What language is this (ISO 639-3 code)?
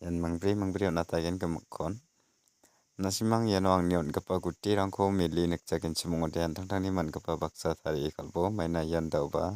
grt